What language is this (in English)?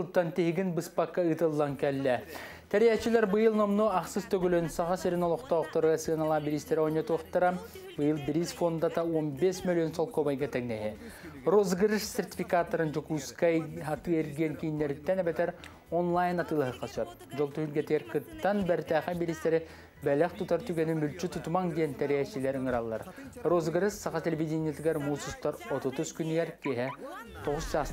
Yakut